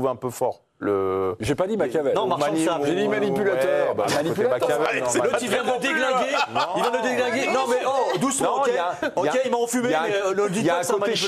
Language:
French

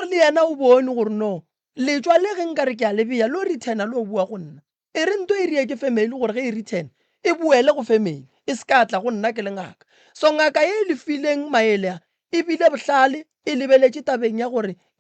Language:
Northern Sotho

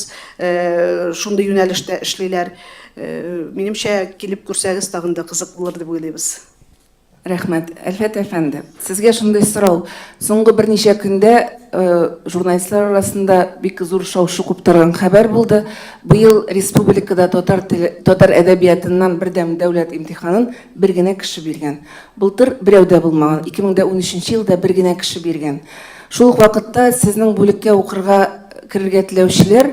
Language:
Tatar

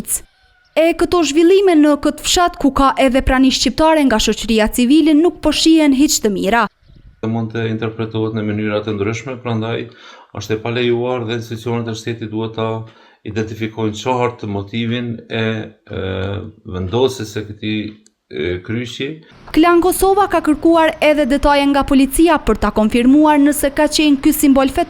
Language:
Albanian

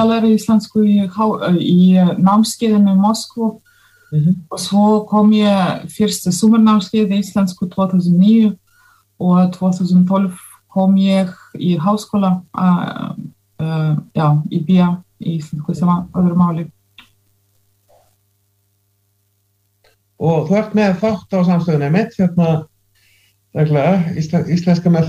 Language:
Icelandic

